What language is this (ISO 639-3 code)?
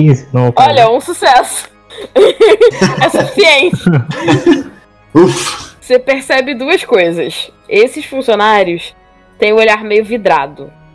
por